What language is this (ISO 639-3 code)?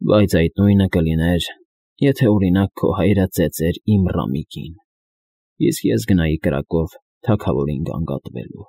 hye